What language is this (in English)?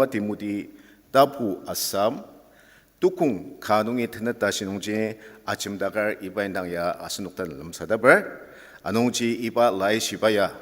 Ao Naga